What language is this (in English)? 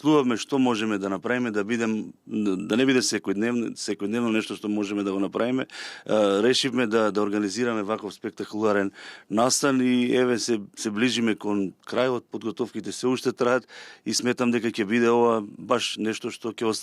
Macedonian